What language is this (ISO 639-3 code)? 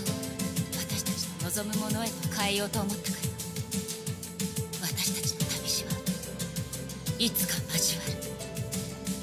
jpn